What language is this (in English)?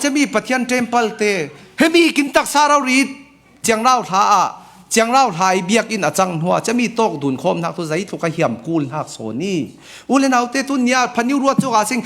Falam Chin